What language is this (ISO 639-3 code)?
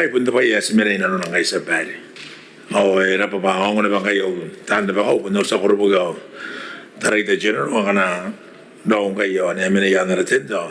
gil